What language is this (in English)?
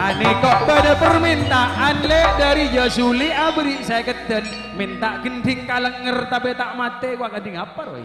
Madurese